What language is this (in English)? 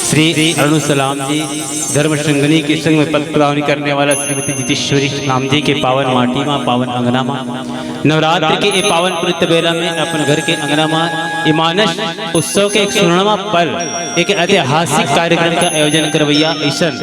Chhattisgarhi